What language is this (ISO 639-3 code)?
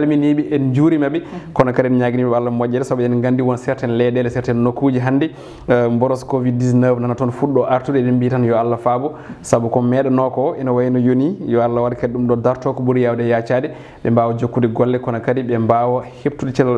ful